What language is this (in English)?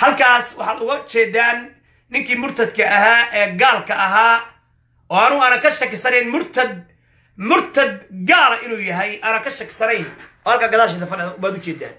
Somali